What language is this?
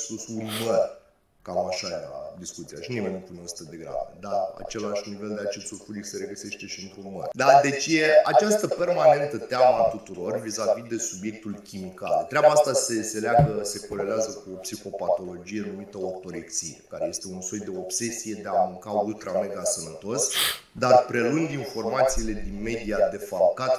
Romanian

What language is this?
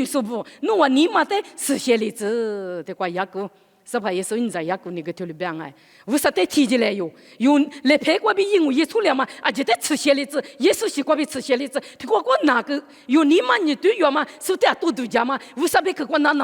Lisu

